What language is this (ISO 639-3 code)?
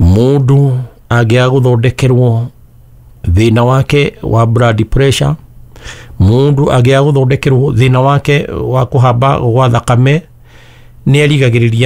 kik